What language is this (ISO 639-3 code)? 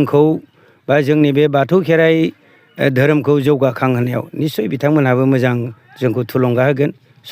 brx